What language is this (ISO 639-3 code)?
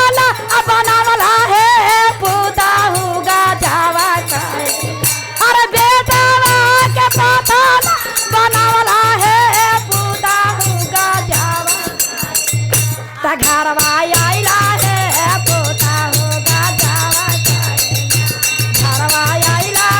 mag